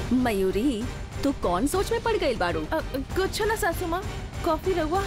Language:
Bhojpuri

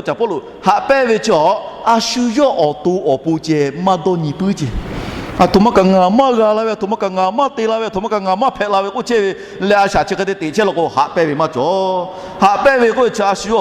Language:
Lahu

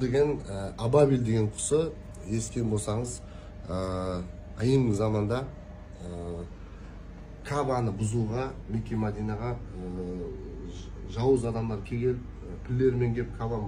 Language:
Kazakh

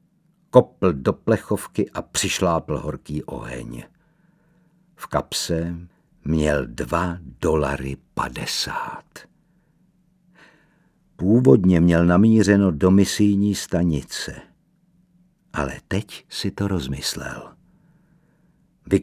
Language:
Czech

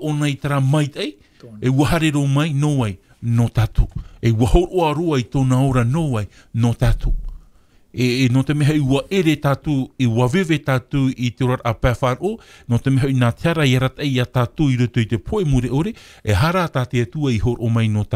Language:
Tahitian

